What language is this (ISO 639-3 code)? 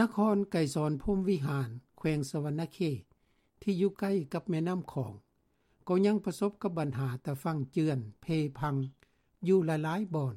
lao